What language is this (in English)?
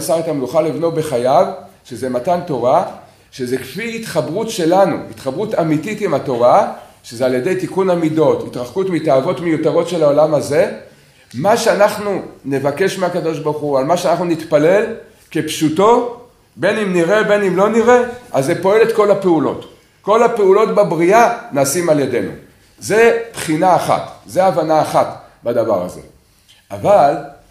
Hebrew